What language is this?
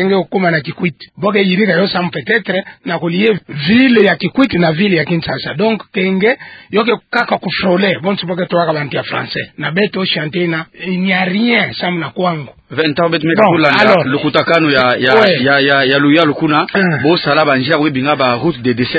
Kituba (Democratic Republic of Congo)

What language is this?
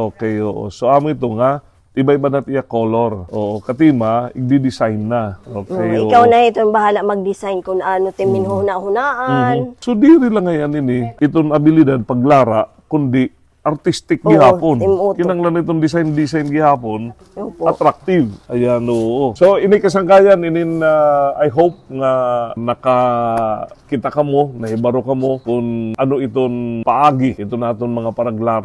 Waray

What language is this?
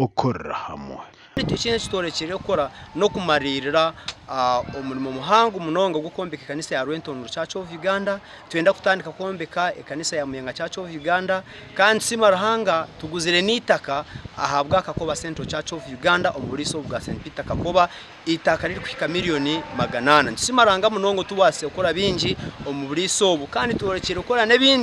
Nyankole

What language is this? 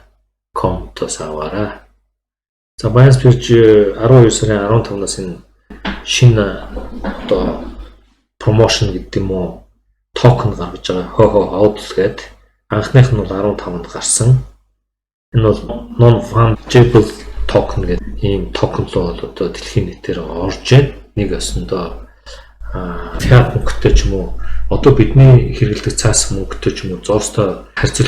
Mongolian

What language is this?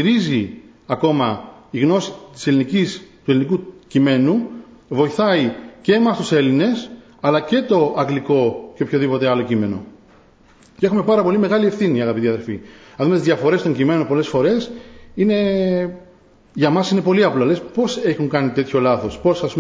Greek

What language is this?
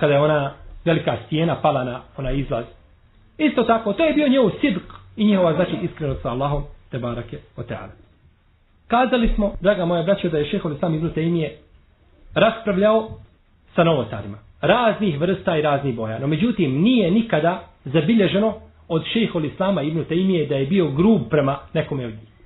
Bosnian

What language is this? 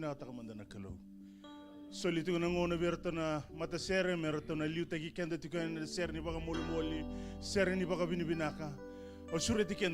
Fijian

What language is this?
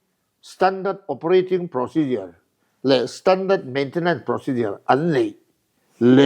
Mizo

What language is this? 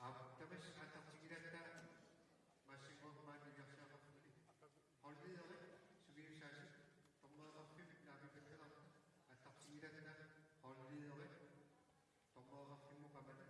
Kalaallisut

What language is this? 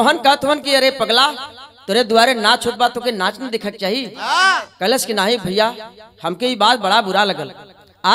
Bhojpuri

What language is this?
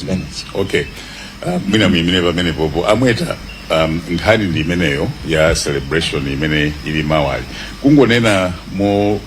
Nyanja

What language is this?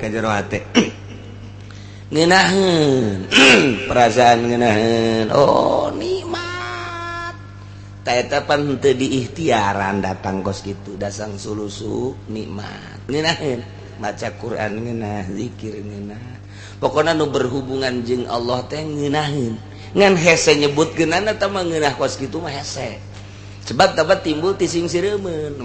Sundanese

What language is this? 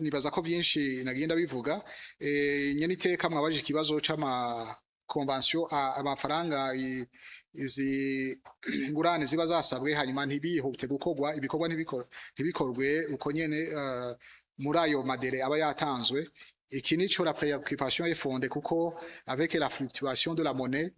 Rundi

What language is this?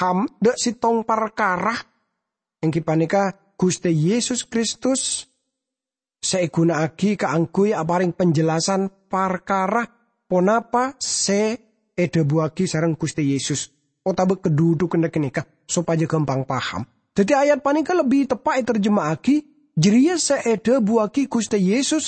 Madurese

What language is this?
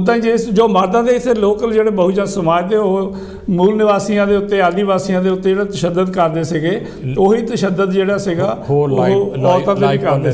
Punjabi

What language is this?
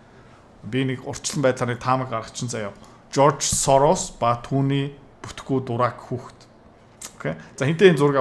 Mongolian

